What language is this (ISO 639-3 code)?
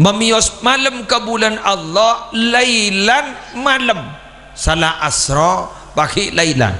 mad